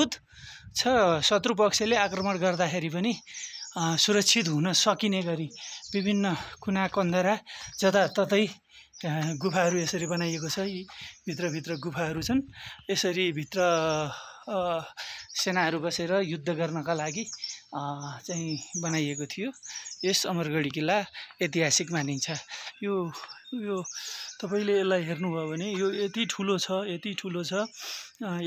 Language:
Nepali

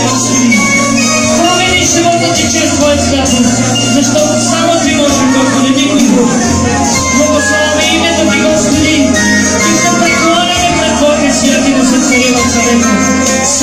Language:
Bulgarian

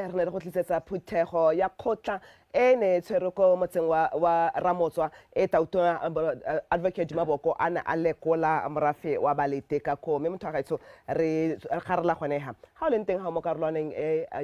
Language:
Tswana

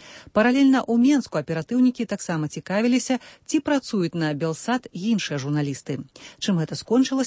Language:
Belarusian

